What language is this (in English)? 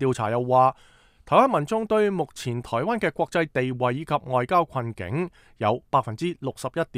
Cantonese